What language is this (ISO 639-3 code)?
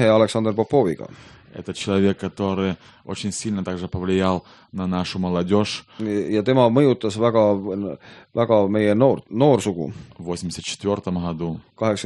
est